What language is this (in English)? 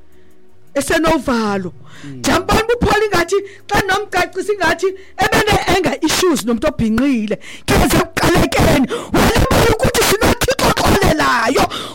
Xhosa